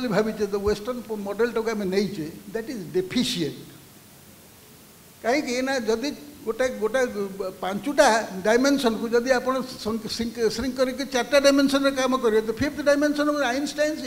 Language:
Odia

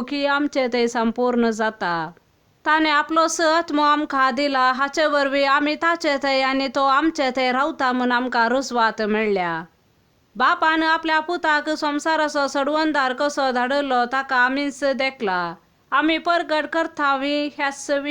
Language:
Konkani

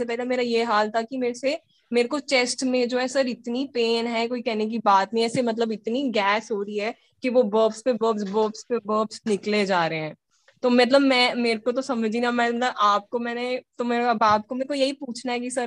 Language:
Hindi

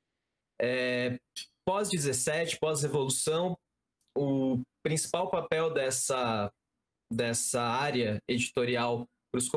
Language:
Portuguese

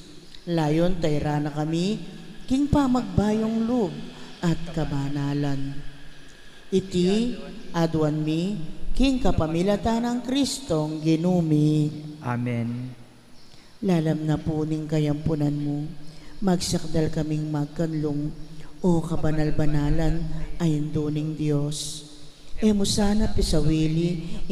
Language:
Pampanga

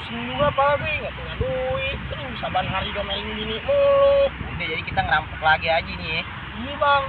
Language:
Betawi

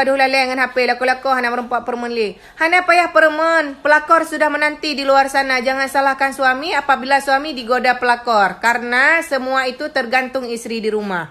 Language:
Achinese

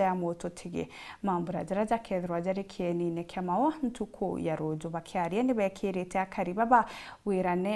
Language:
Meru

